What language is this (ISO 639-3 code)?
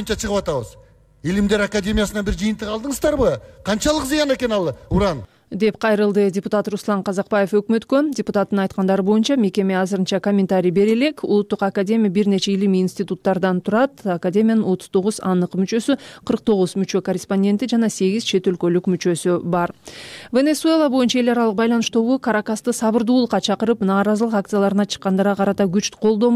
kir